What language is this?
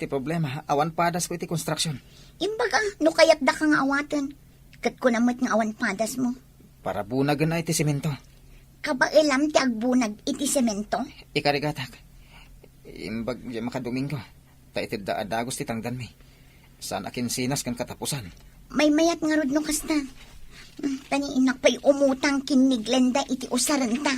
Iloko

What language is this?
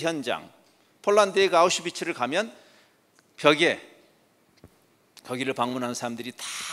Korean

